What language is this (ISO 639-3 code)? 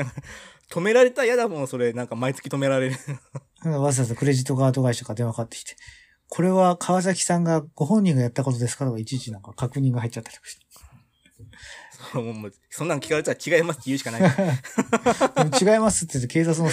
jpn